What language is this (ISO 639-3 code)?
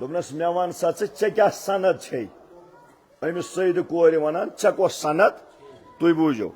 kas